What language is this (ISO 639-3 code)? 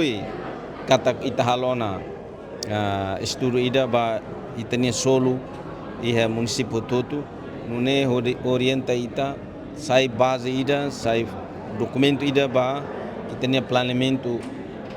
tet